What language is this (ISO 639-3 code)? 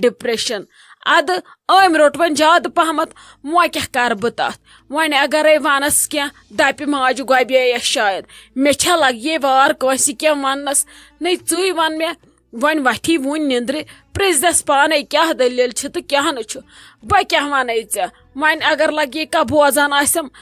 kas